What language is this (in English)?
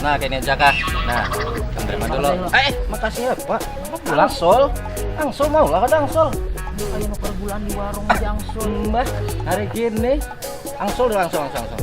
Banjar